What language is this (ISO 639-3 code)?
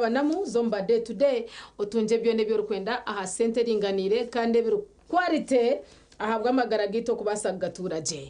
nyn